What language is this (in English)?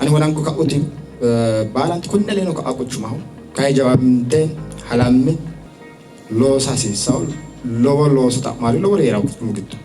Sidamo